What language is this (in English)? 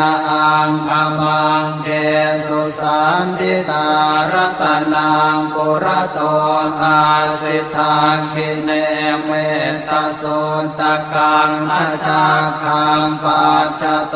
Pali